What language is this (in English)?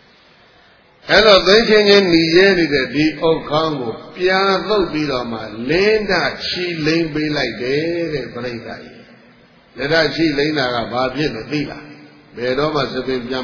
Burmese